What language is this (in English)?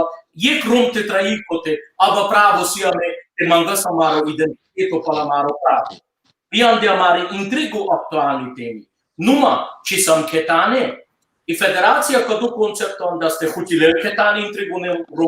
Balkan Romani